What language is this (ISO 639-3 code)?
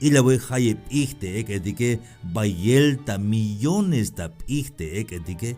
tzh